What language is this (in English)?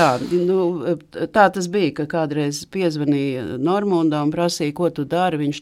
Latvian